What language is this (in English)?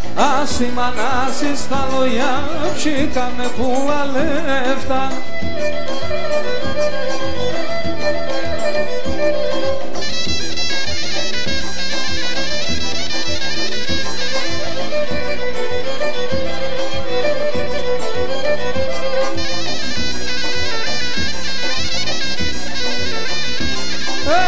Greek